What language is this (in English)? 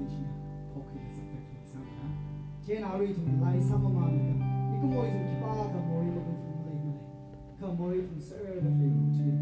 Tangkhul Naga (India)